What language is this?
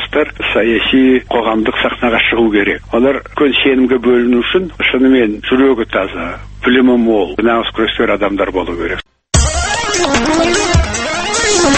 Kazakh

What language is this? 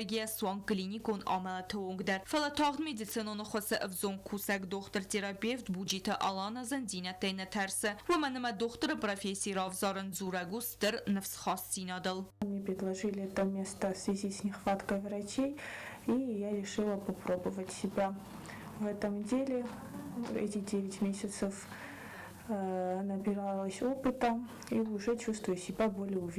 Ossetic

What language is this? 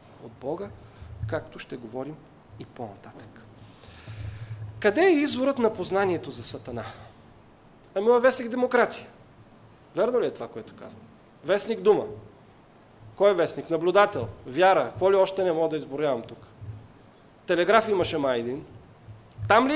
Bulgarian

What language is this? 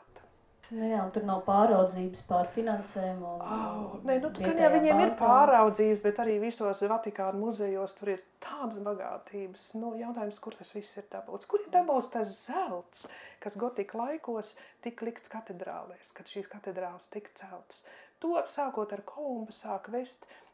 Latvian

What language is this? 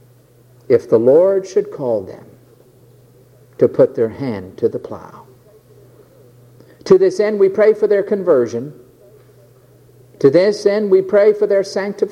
English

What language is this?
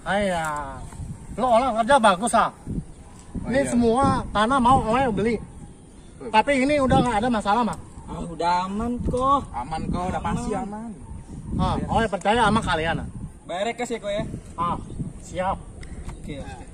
Betawi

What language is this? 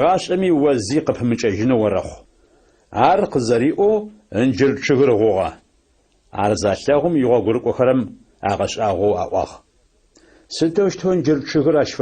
Adyghe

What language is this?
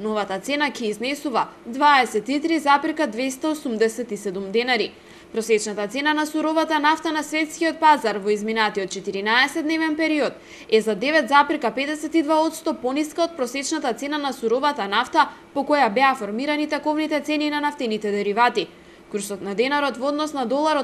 Macedonian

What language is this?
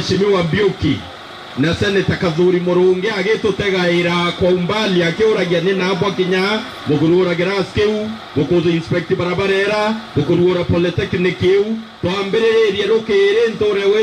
Meru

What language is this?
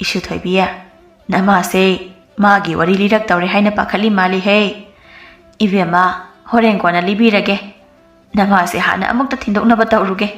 Manipuri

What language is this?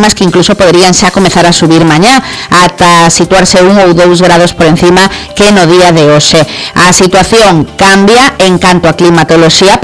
Galician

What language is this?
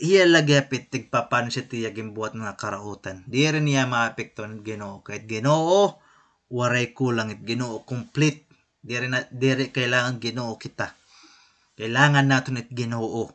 Waray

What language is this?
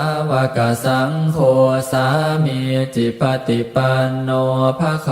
Pali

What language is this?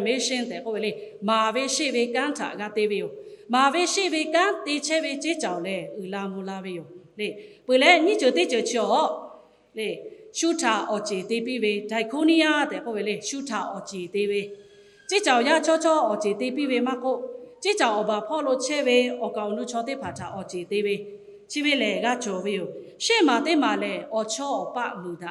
Lahu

